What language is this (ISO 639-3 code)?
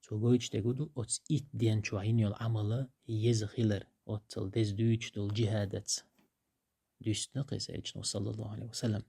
che